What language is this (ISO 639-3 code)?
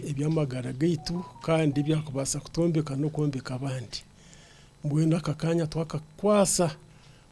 nyn